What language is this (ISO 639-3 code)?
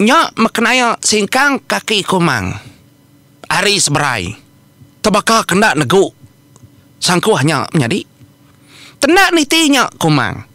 iba